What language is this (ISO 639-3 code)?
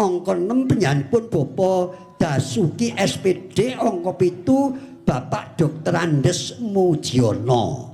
jav